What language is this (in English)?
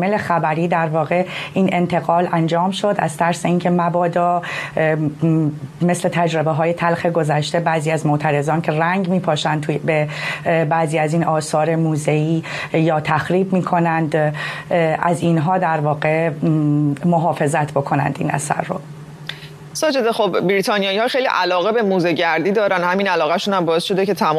Persian